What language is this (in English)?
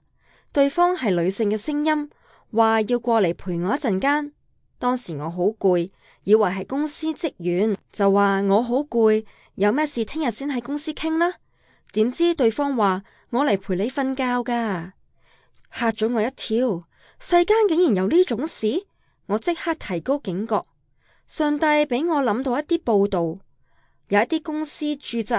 Cantonese